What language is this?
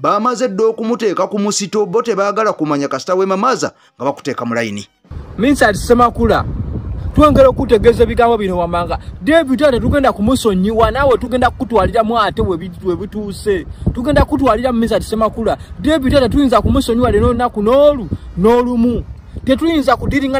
Ganda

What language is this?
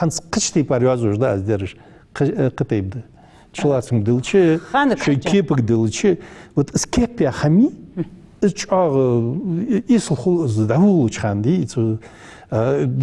Ingush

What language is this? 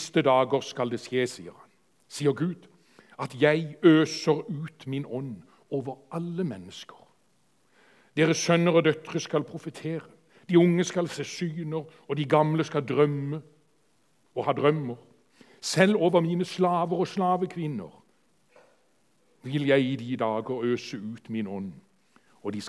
Norwegian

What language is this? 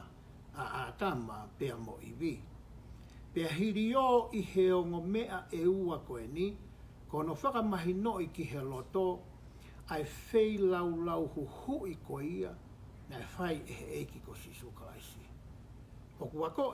Tongan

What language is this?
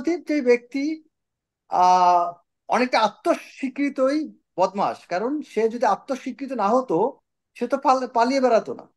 Bangla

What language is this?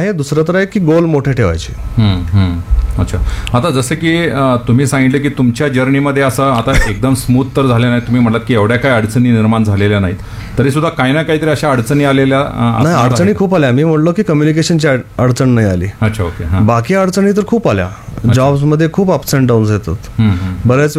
Marathi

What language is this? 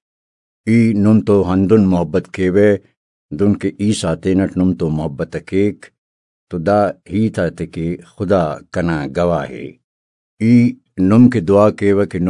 Brahui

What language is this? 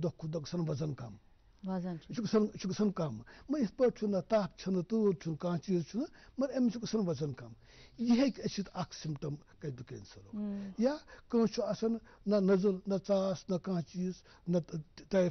Kashmiri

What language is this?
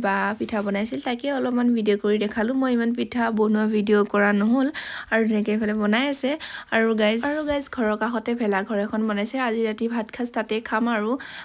Assamese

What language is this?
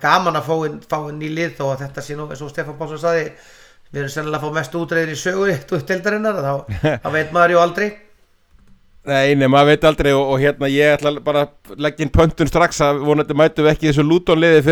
Icelandic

